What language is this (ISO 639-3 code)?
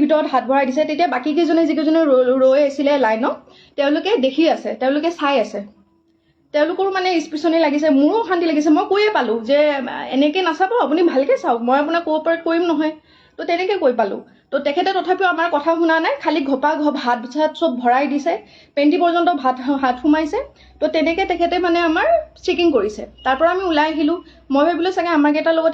asm